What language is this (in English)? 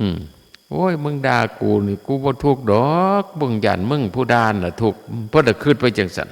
Northeastern Thai